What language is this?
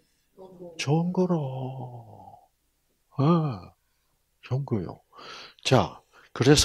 Korean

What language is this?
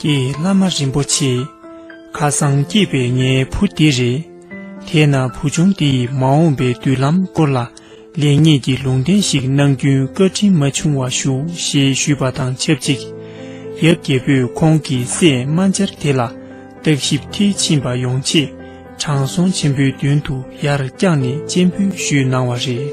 Tibetan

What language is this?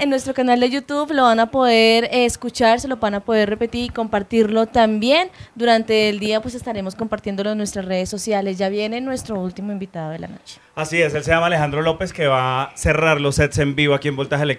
Spanish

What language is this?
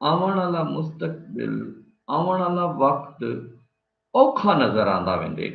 Saraiki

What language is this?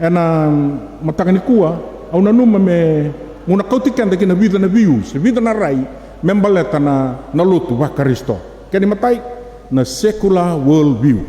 Fijian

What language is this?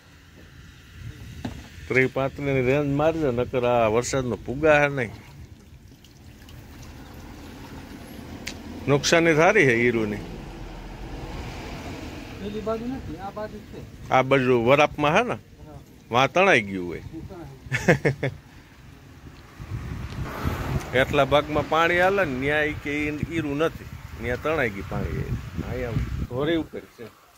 Gujarati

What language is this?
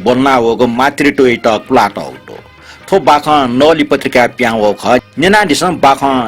Newari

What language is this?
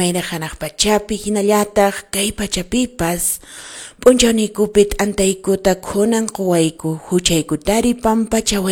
Quechua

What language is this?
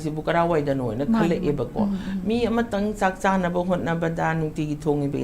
Manipuri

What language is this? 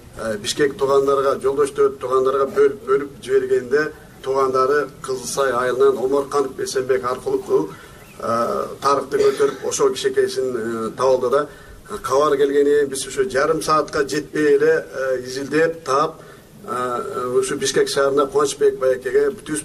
Kyrgyz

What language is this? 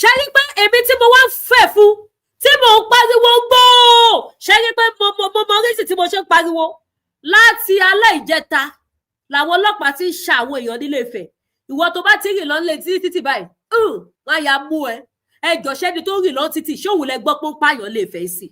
Yoruba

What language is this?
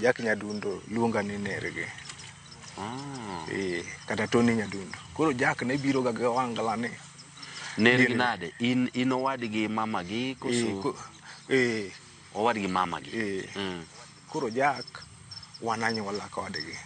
Luo (Kenya and Tanzania)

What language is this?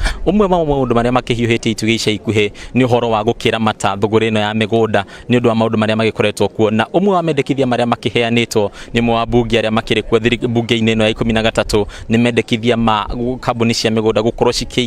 Kikuyu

